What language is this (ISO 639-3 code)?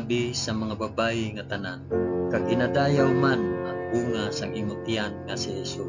hil